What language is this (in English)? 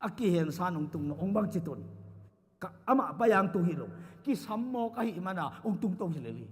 Tedim Chin